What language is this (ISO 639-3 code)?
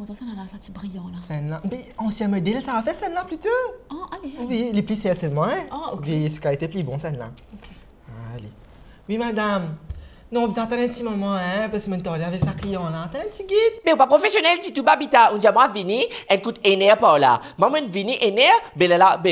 mfe